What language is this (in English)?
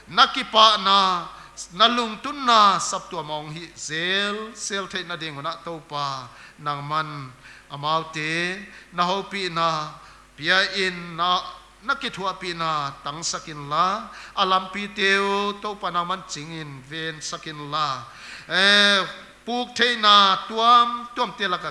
Paite Chin